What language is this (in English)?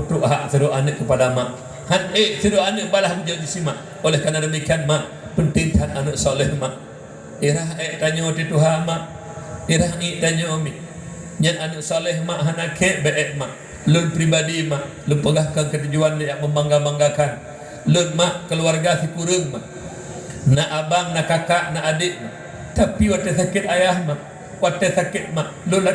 Achinese